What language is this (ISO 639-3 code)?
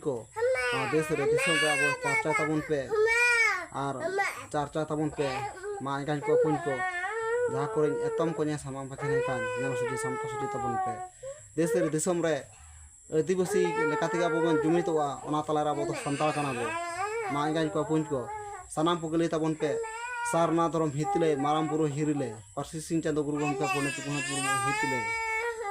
sat